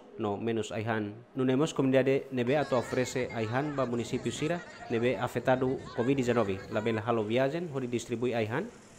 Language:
Tetum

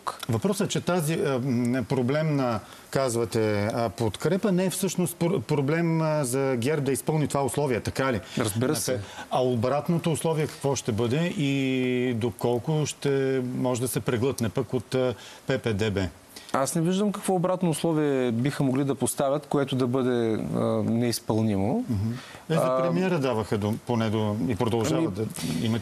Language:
Bulgarian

